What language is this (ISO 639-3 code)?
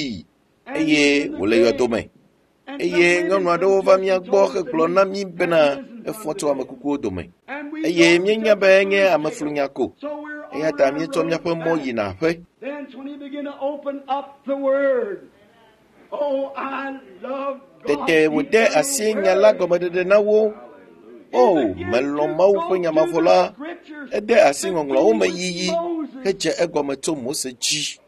ewe